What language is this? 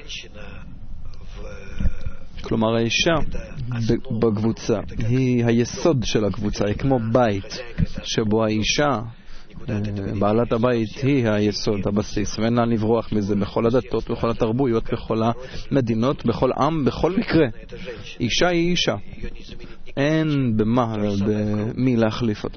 Hebrew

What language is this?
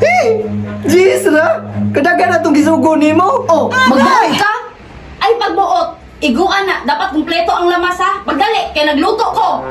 Cebuano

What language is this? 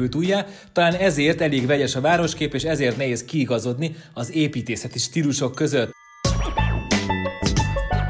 Hungarian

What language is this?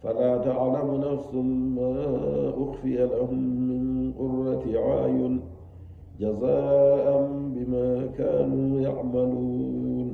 Nigerian Fulfulde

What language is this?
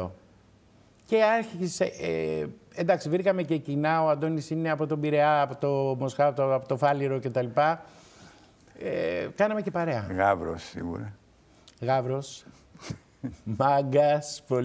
Greek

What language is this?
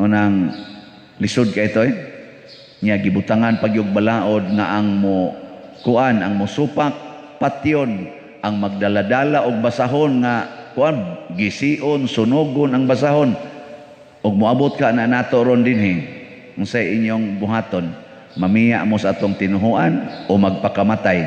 Cebuano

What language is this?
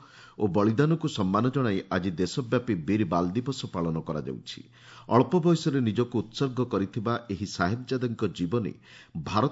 Odia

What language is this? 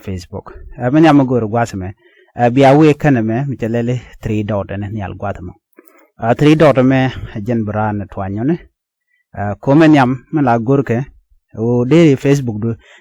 Nuer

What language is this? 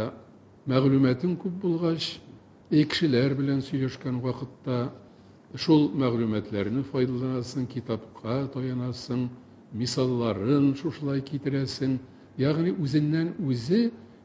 Tatar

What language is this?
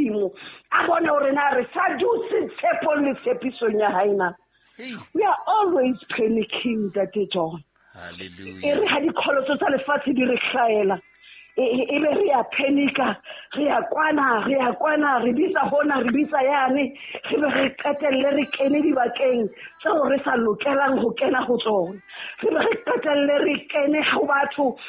Southern Sotho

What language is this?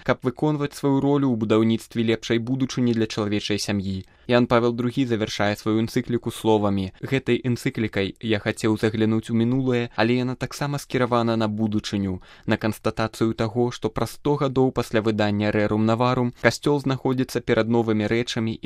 Belarusian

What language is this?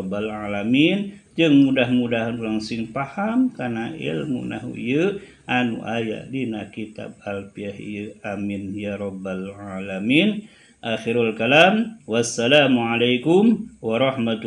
Sundanese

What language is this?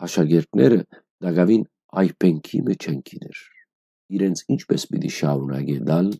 Western Armenian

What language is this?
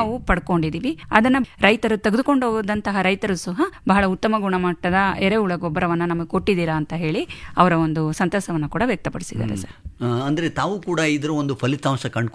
Kannada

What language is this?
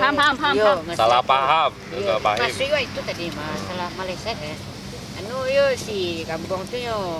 Minangkabau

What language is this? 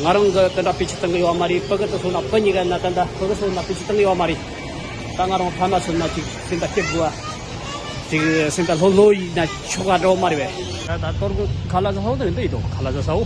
Tibetan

